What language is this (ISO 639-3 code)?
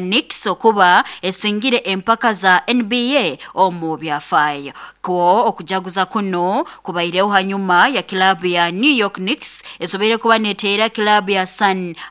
nyo